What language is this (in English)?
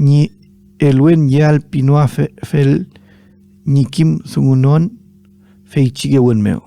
Mapuche